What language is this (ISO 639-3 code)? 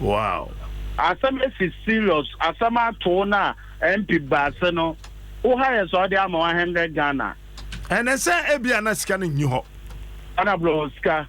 aka